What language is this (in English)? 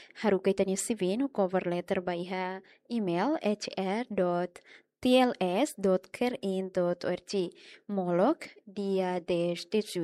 Tetum